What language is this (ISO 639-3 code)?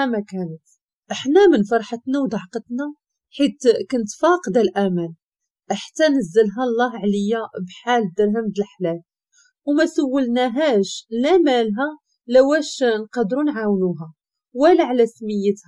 ary